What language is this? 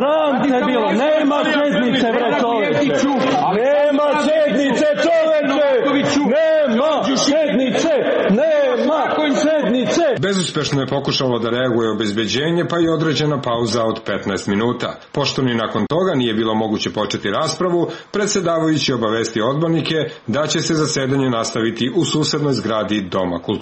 Serbian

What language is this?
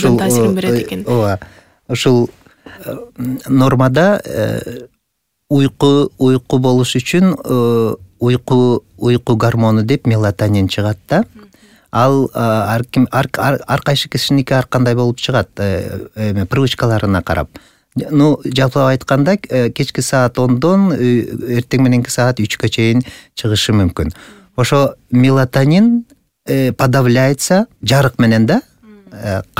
Kyrgyz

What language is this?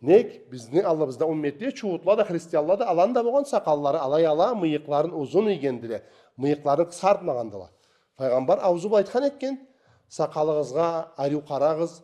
Karachay-Balkar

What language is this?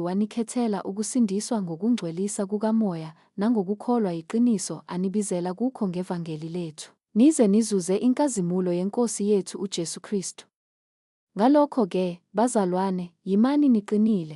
Zulu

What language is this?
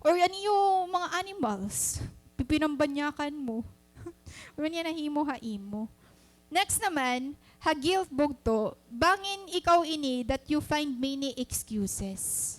Waray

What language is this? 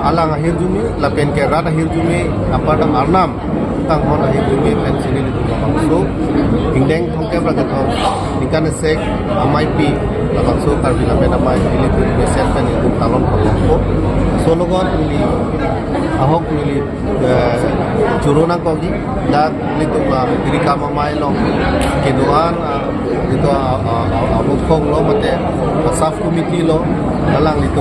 Karbi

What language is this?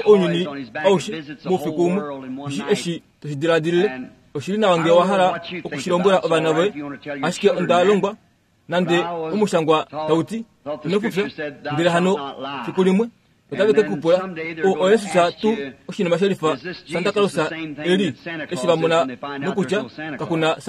Kuanyama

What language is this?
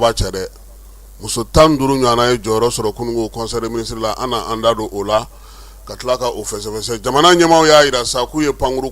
Bambara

